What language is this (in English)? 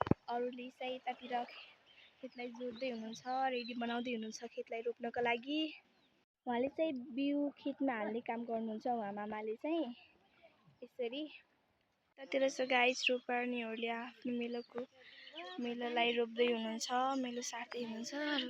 Nepali